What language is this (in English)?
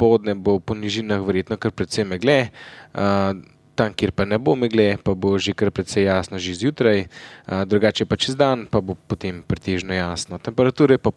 Slovenian